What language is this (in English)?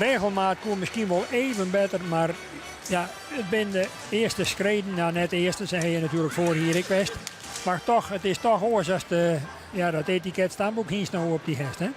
Western Frisian